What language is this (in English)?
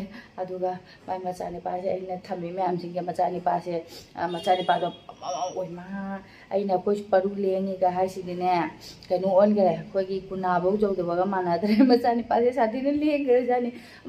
Manipuri